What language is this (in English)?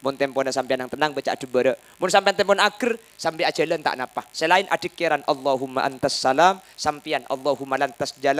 Madurese